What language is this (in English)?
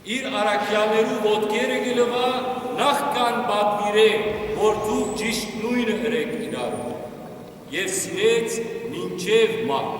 Western Armenian